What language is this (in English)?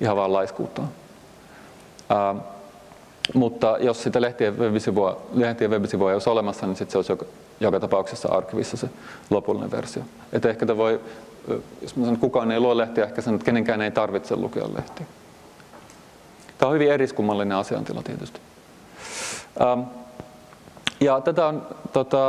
Finnish